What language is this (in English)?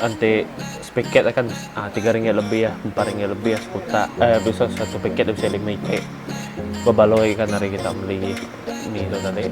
Iban